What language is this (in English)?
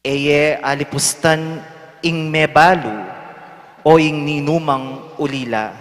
Pampanga